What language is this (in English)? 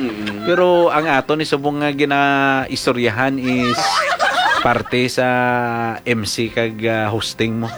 Hiligaynon